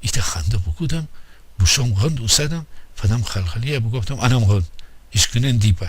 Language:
Gilaki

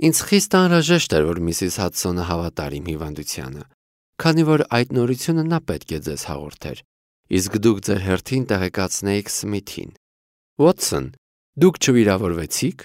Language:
Armenian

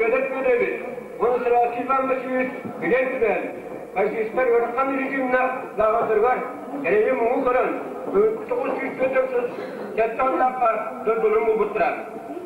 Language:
Yakut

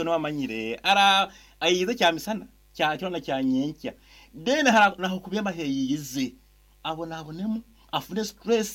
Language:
Nyankole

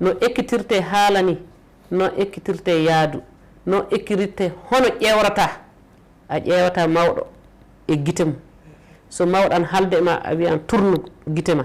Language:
Fula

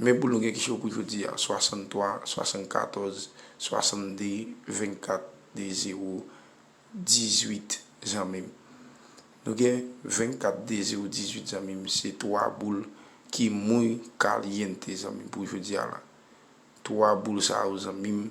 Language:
Haitian Creole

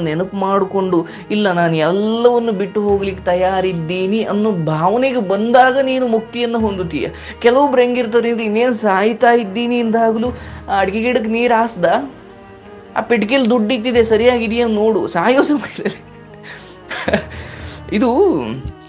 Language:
Kannada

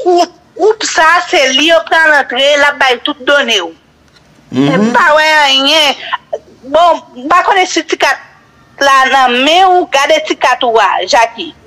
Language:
Haitian Creole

